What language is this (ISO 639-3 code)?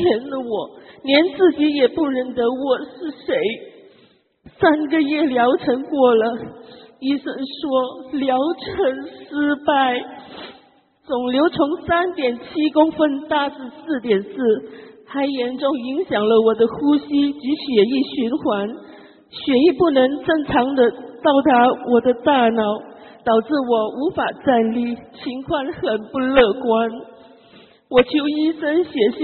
zho